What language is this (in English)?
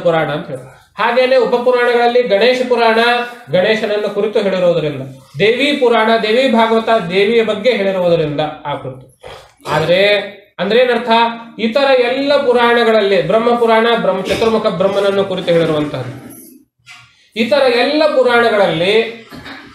Kannada